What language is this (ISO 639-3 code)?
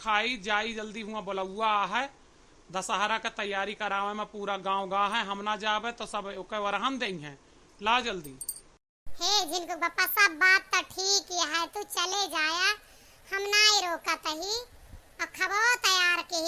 awa